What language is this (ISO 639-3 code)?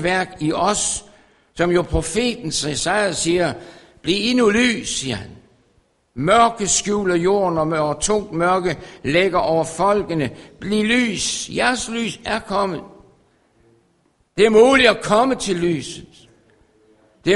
dan